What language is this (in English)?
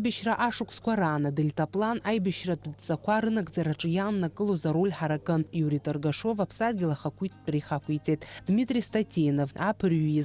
Abkhazian